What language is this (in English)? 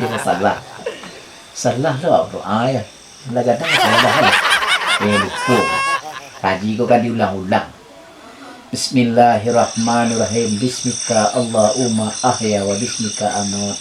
Minangkabau